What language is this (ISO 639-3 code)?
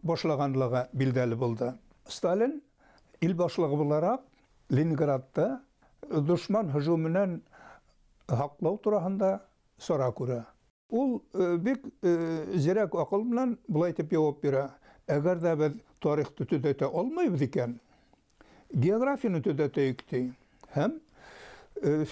bak